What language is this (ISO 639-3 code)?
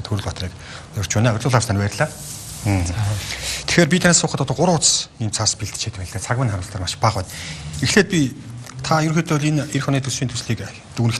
mon